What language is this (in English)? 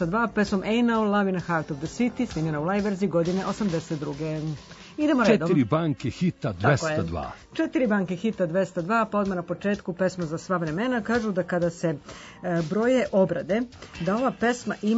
Serbian